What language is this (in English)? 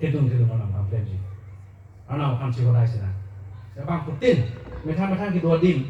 Karbi